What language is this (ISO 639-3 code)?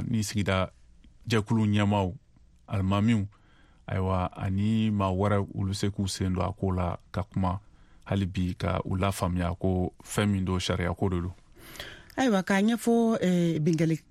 bam